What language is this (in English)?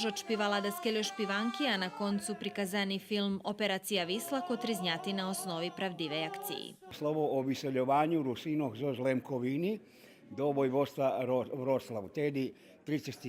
Rusyn